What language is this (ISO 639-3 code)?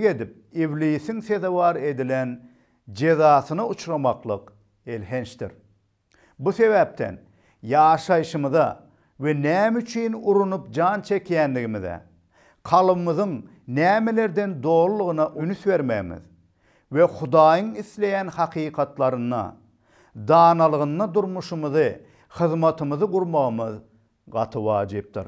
tuk